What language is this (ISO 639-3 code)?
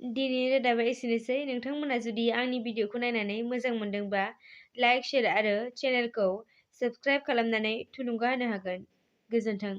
brx